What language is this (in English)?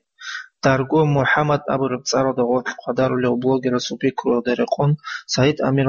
Avaric